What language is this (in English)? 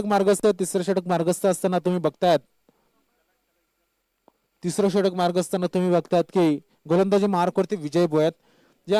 Marathi